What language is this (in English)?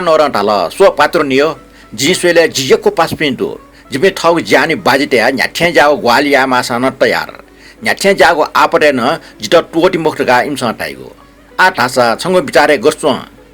Newari